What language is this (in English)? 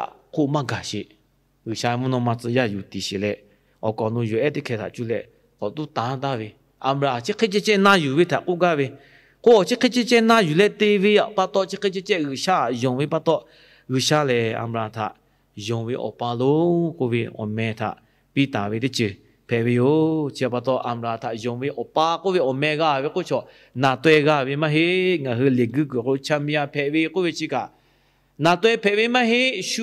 Lahu